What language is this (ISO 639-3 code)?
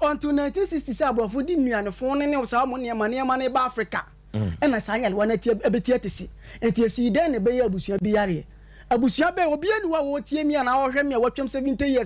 aka